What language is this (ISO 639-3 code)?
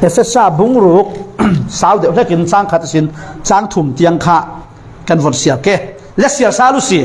cfm